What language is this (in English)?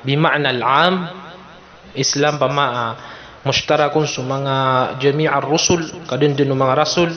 Maranao